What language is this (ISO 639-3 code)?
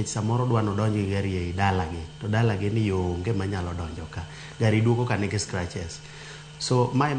luo